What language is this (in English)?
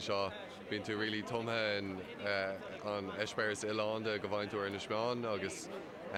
Irish